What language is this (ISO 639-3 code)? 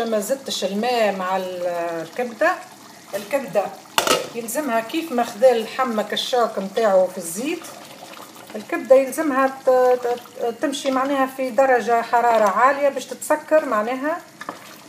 aeb